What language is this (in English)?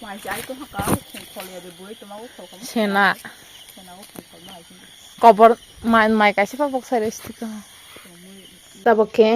Kok Borok